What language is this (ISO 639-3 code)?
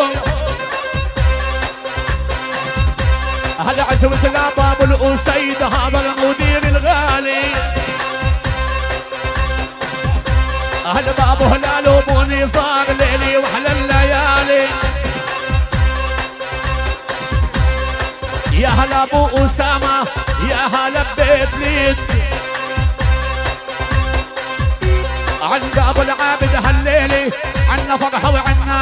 ajp